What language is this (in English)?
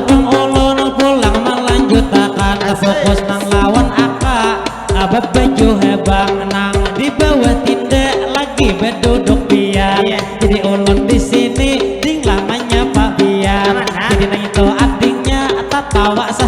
Banjar